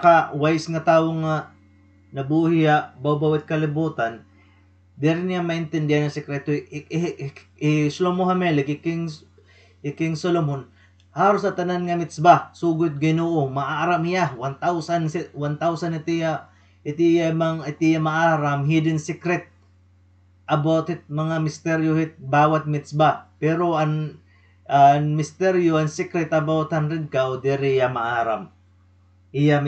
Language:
Waray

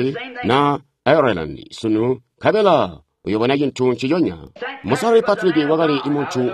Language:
Tonga (Zambia)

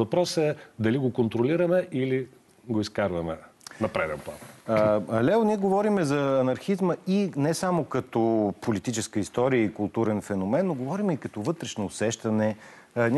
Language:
Bulgarian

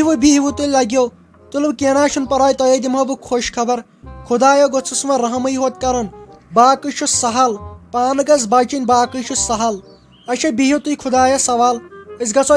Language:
Kashmiri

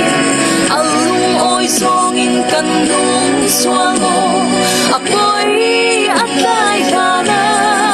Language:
Falam Chin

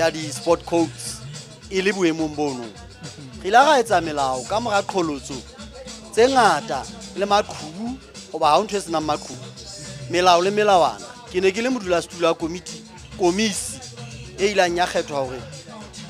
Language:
Southern Sotho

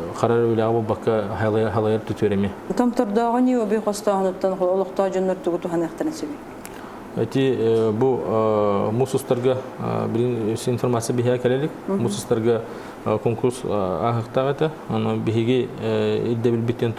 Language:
Yakut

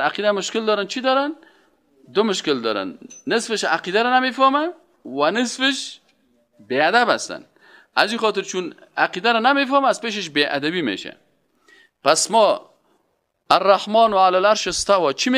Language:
Persian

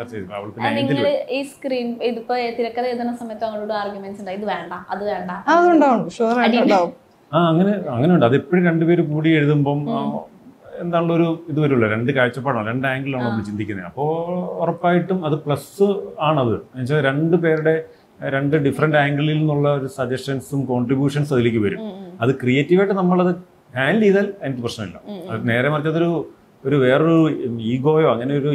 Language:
Malayalam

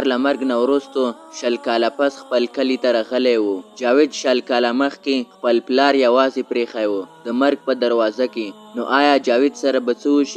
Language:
Pashto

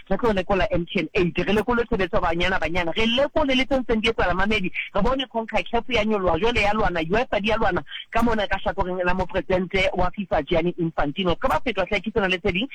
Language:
Southern Sotho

